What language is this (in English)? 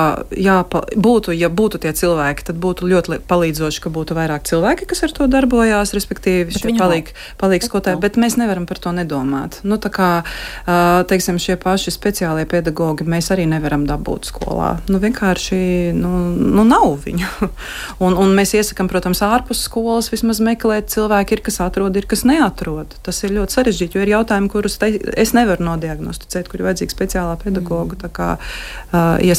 Latvian